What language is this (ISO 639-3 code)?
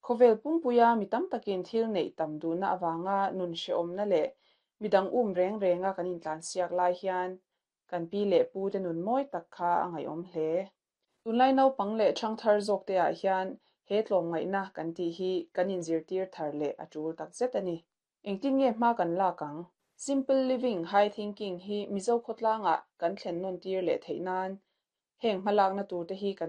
lus